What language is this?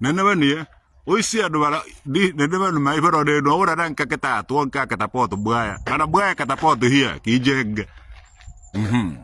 Igbo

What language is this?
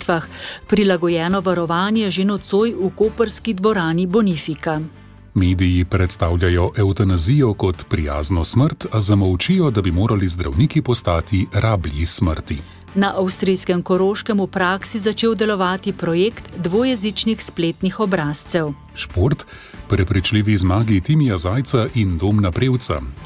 Slovenian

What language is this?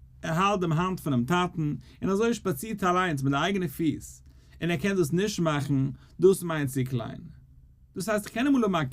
Yiddish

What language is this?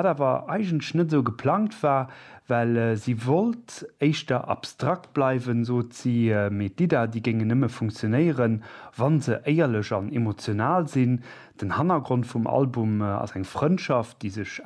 Luxembourgish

